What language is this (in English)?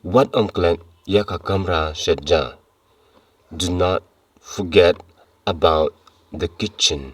Khasi